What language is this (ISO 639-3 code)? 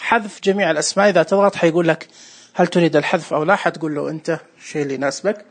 ars